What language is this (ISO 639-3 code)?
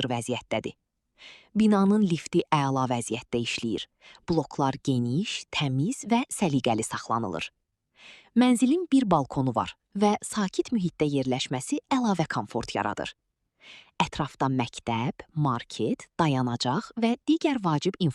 aze